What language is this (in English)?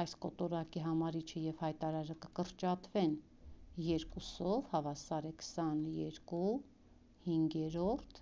Armenian